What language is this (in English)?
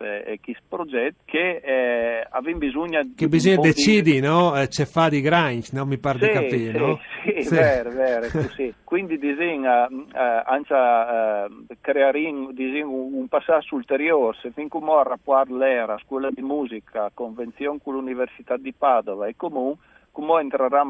Friulian